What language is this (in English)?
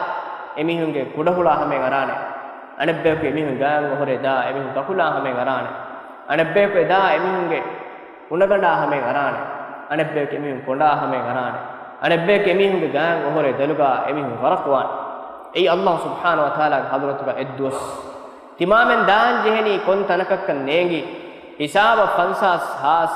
Divehi